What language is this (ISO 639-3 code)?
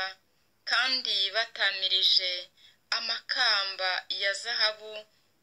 kin